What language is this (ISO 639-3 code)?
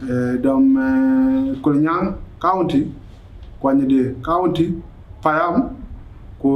din